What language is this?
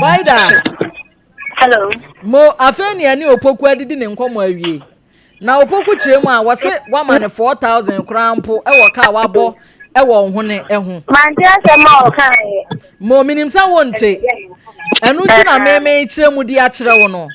Akan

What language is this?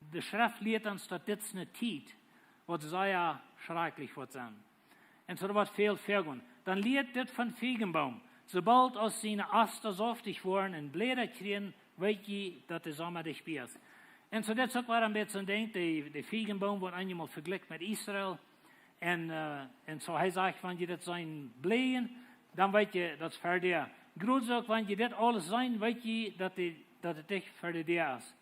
Plautdietsch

